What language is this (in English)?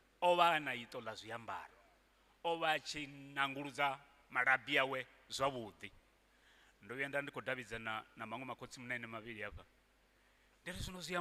Venda